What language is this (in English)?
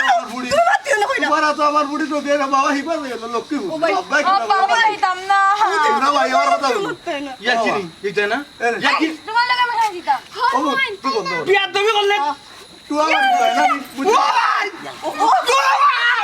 Sylheti